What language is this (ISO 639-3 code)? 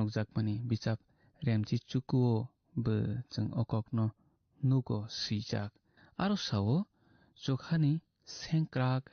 trp